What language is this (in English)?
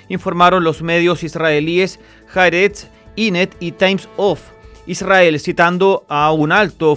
Spanish